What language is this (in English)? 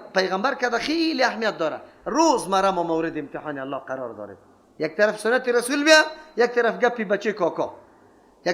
Persian